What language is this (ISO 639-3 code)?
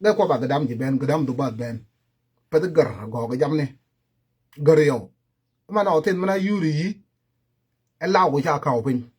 nus